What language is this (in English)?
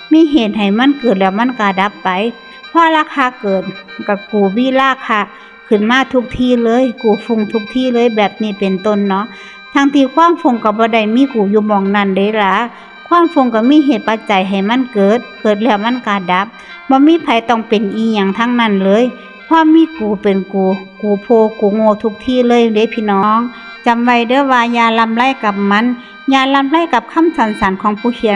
Northeastern Thai